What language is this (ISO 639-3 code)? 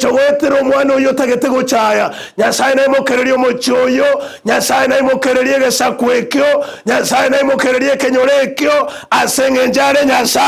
guz